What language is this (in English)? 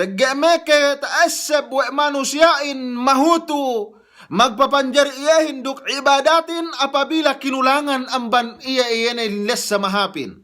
Yakan